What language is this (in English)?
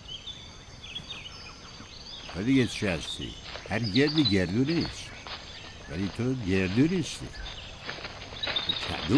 Persian